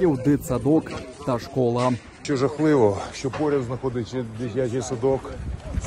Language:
Ukrainian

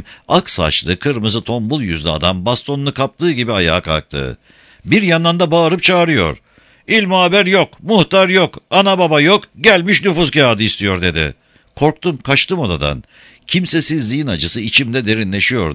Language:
Turkish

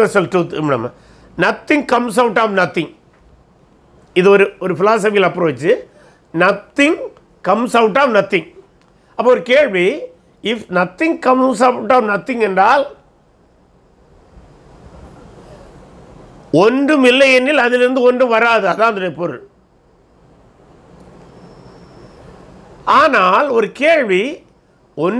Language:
Tamil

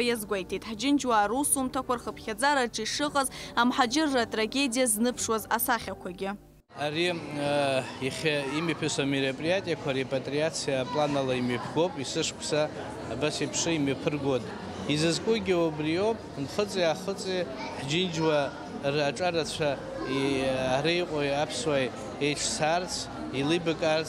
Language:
Abkhazian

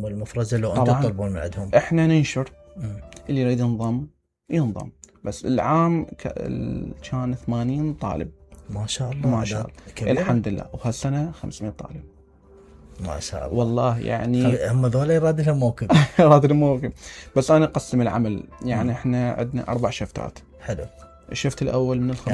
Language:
Mesopotamian Arabic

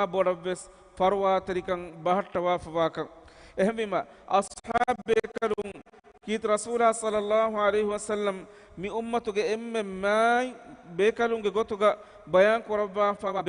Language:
Divehi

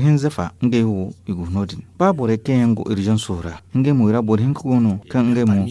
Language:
Zarma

